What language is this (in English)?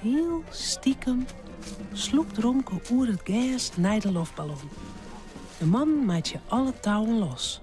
Western Frisian